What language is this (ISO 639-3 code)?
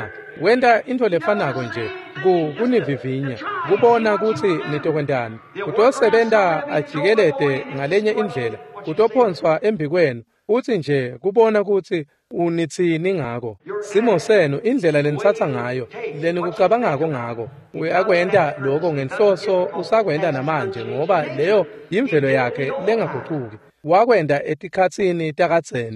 ssw